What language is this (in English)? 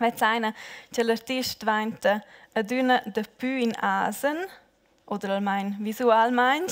Romansh